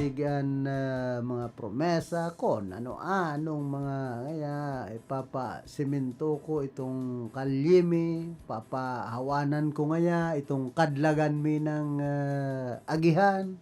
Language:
Bikol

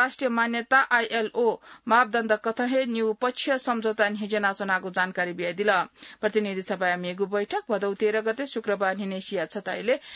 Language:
Newari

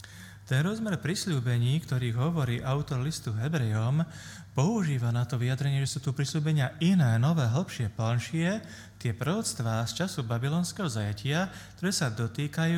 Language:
Slovak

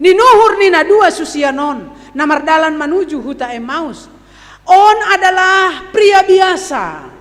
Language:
Batak Simalungun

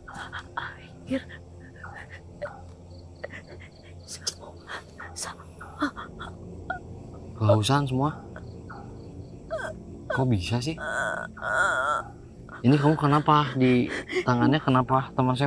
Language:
Indonesian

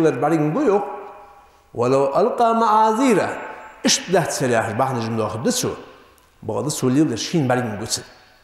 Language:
Ingush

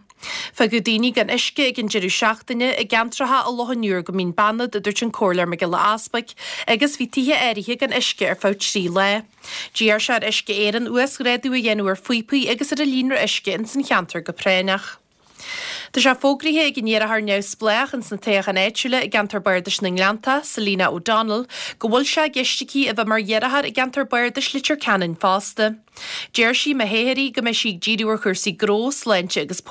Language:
Irish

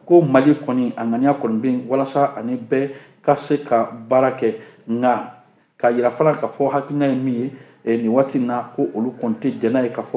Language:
Bambara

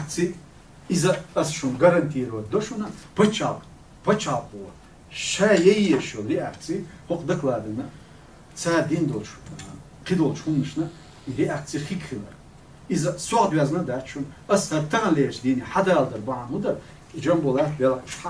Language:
Chechen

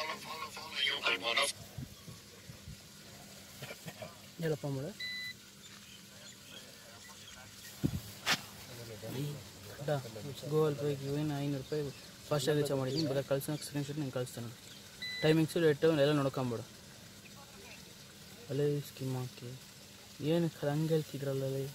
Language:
Kannada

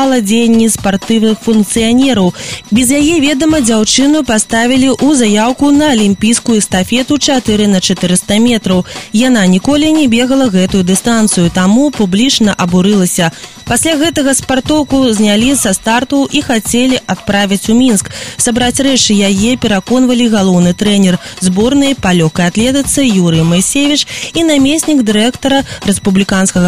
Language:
Belarusian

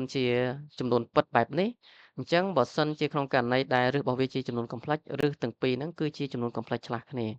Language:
Khmer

